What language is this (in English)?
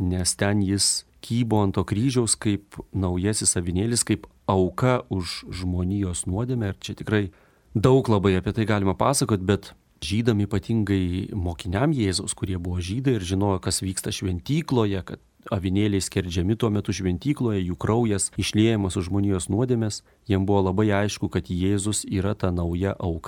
Lithuanian